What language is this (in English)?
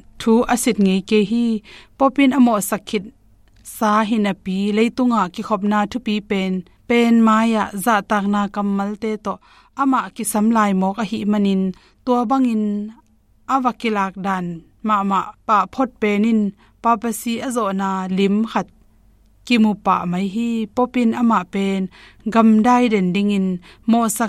Tedim Chin